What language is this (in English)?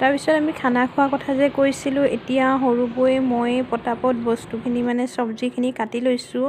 Assamese